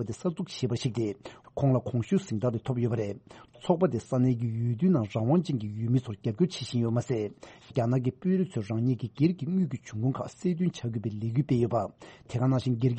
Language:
Tibetan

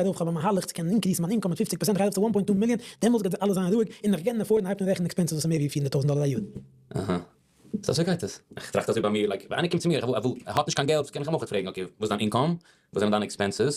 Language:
Yiddish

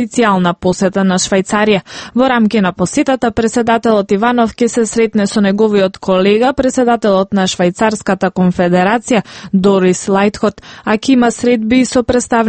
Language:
Macedonian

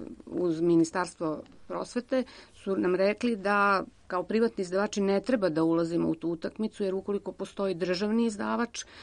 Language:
Serbian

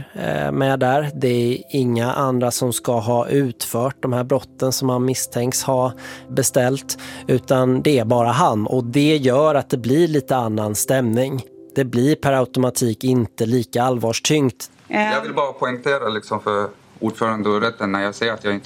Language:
Swedish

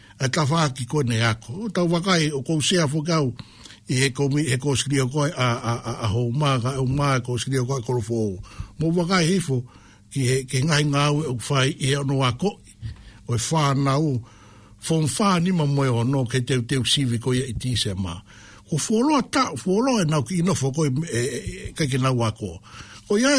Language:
Tongan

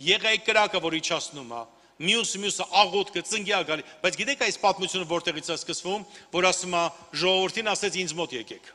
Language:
Armenian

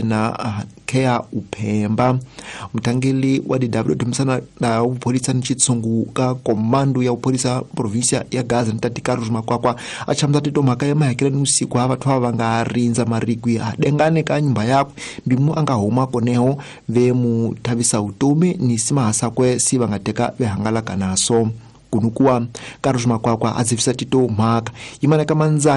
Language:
Tsonga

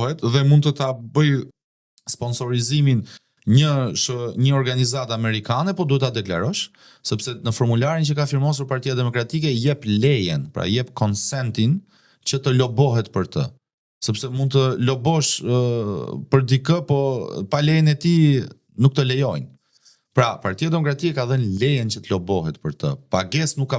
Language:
Albanian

